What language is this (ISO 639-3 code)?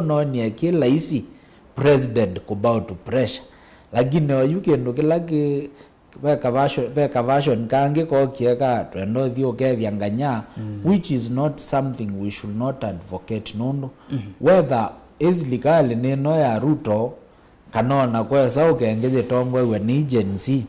kam